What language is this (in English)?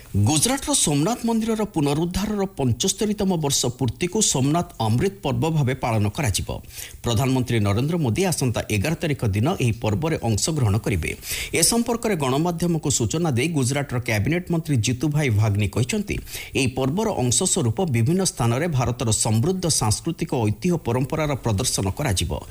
Odia